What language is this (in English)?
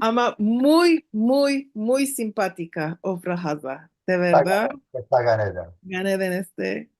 Ladino